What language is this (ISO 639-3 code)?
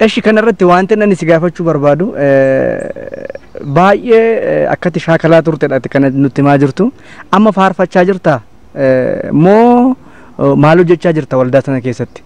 orm